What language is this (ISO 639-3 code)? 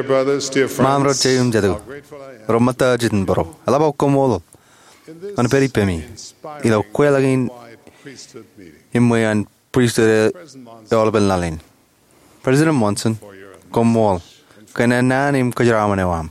mah